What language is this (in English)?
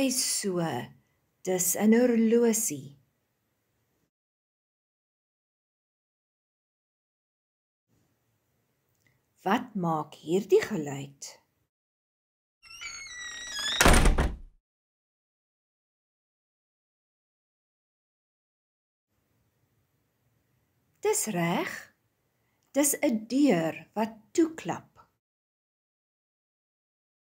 Afrikaans